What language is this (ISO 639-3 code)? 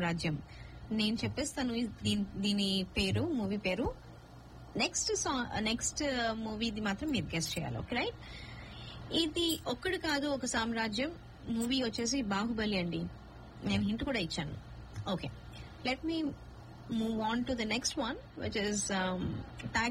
tel